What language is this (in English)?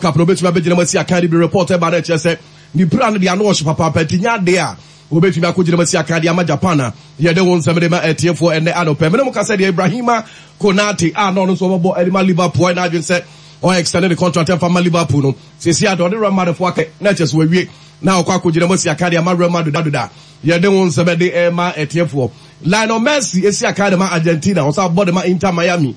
Akan